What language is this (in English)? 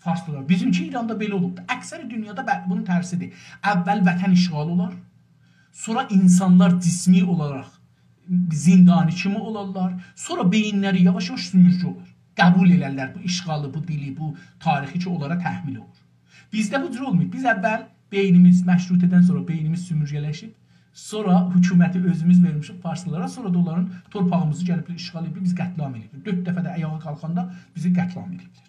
South Azerbaijani